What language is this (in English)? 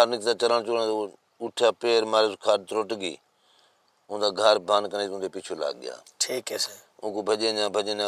Saraiki